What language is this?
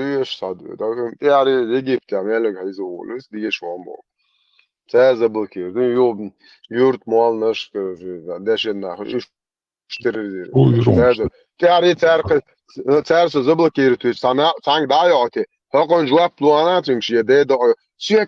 Chechen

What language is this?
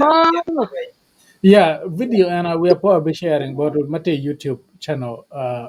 Acoli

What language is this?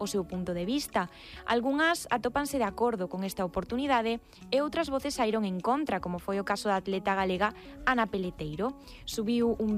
Galician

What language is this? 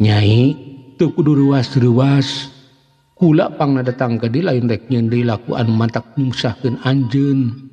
Sundanese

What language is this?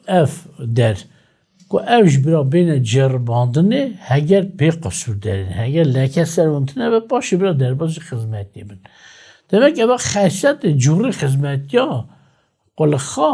Kurdish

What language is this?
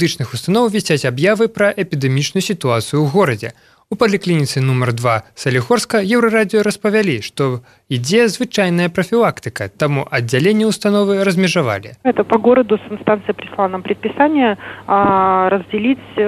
Belarusian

